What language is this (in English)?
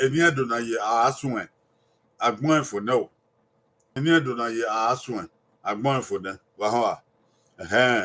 Bini